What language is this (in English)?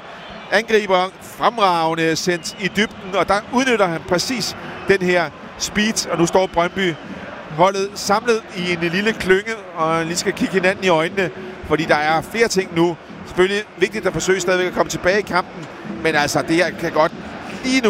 Danish